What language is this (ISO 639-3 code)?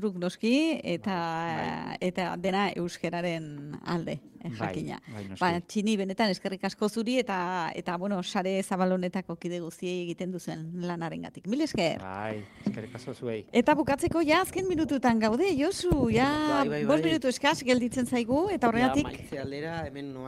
eus